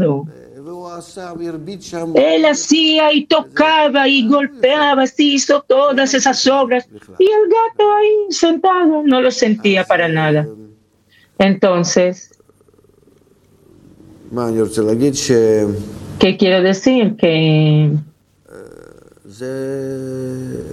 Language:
Spanish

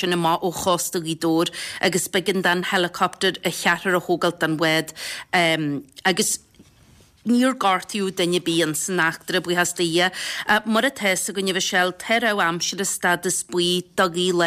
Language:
Irish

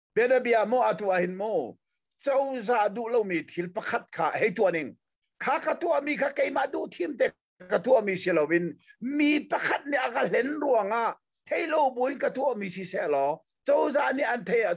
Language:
Hakha Chin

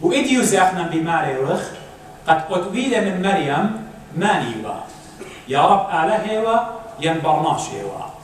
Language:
Assyrian Neo-Aramaic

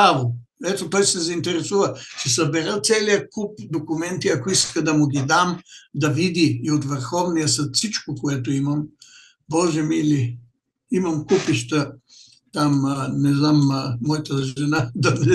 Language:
Bulgarian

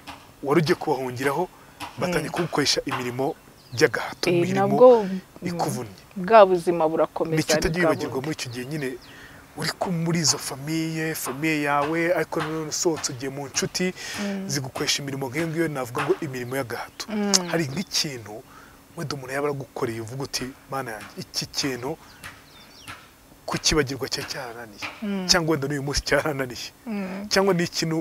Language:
Kinyarwanda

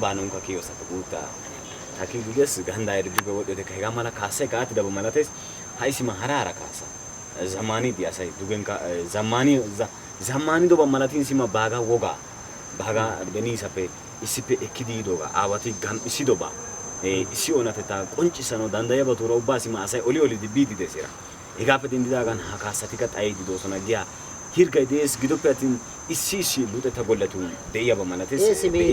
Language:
Wolaytta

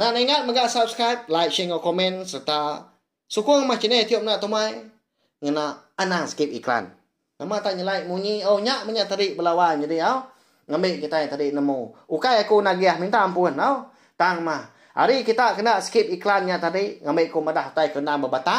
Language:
Iban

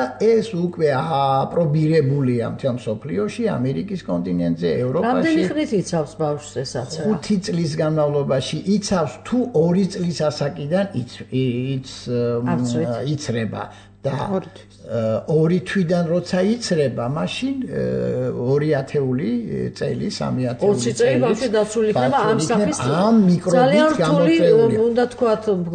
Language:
Georgian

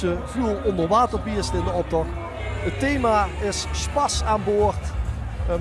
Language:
Limburgish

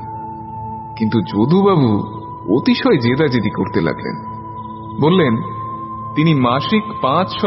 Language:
Bangla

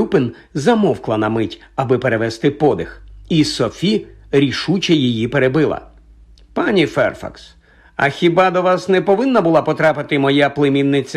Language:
Ukrainian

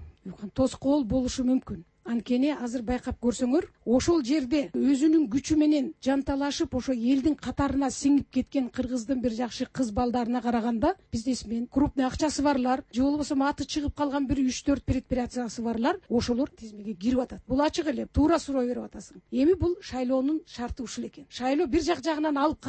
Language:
Kyrgyz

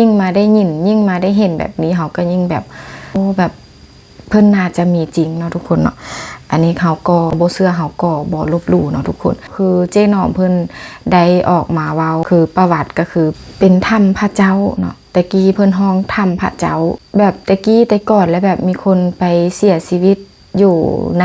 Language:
Lao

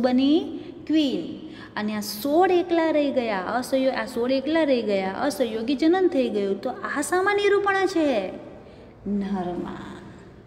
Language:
Gujarati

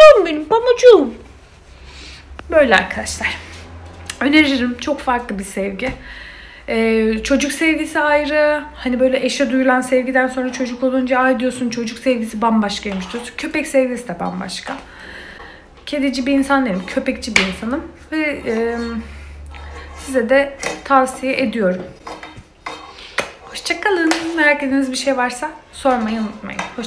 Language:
Turkish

